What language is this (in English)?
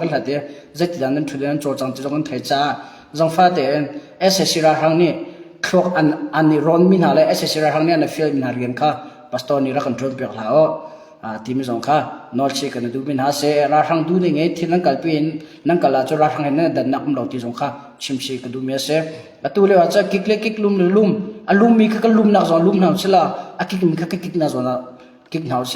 Hakha Chin